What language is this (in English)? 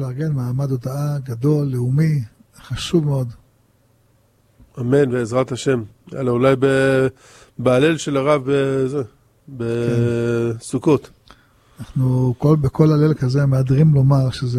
Hebrew